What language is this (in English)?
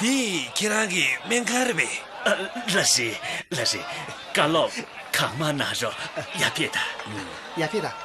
Tibetan